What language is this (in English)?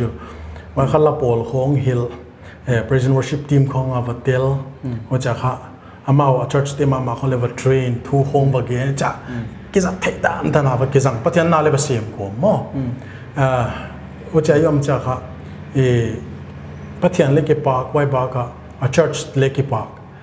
Paite Chin